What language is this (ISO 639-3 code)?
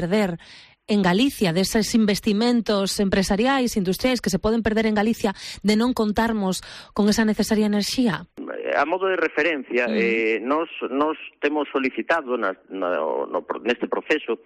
glg